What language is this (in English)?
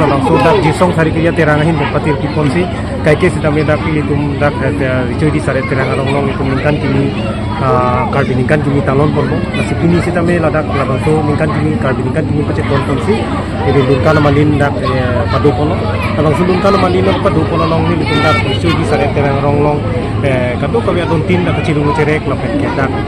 Karbi